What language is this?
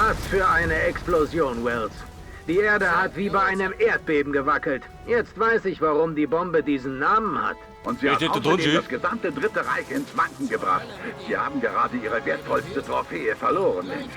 Bavarian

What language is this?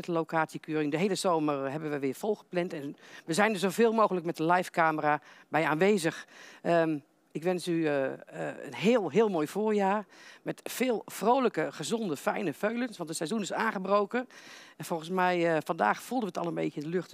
Dutch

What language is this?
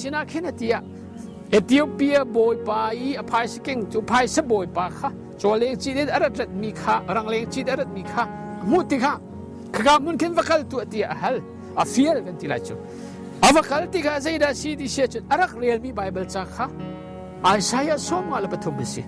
Hakha Chin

